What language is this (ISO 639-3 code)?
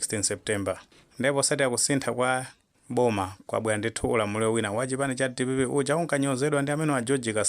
nya